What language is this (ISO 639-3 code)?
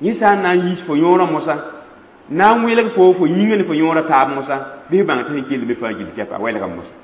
mos